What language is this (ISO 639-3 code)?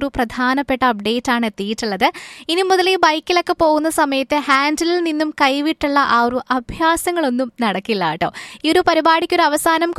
mal